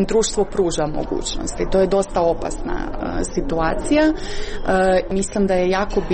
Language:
Croatian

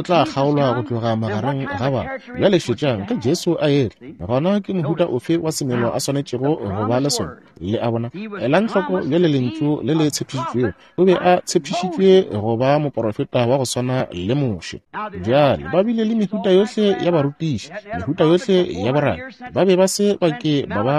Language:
Northern Sotho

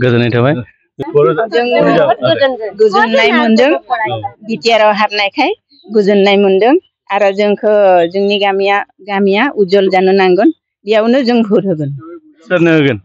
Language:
Bodo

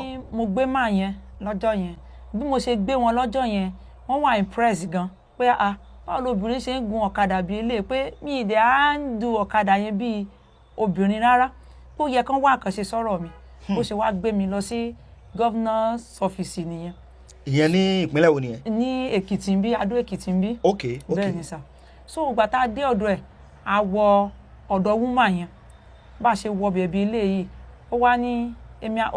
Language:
Yoruba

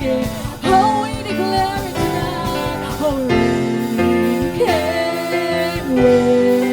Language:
Waray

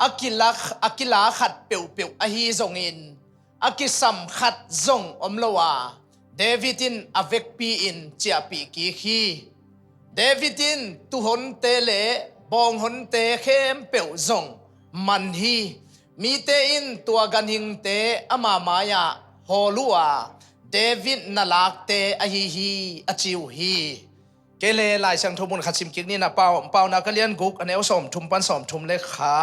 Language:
Tedim Chin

